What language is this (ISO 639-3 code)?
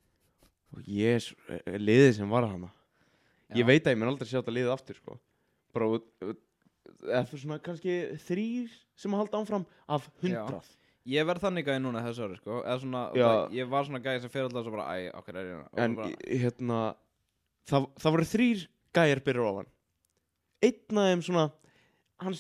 isl